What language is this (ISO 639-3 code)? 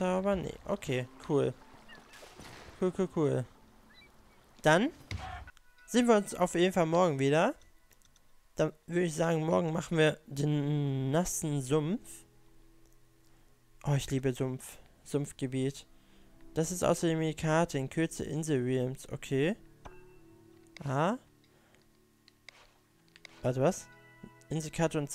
deu